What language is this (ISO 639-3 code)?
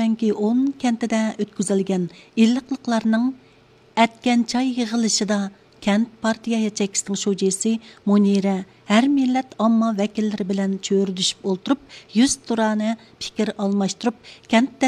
uig